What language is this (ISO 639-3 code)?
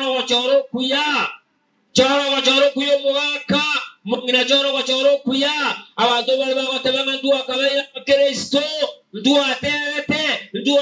guz